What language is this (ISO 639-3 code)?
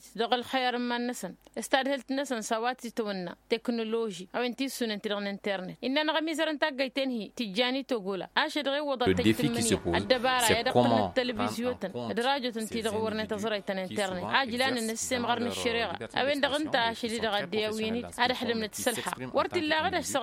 taq